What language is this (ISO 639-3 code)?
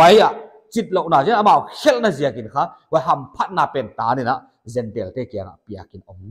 pck